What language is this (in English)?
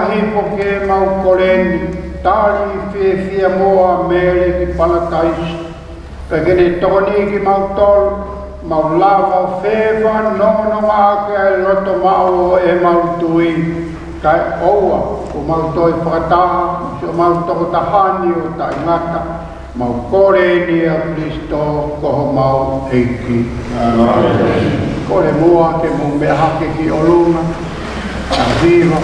Tongan